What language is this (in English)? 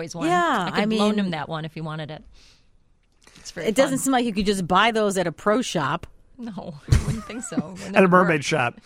English